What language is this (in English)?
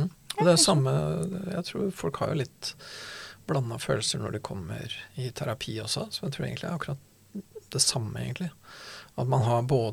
Norwegian